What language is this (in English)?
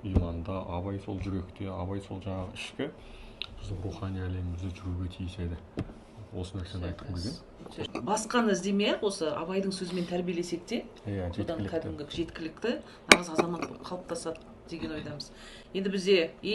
Kazakh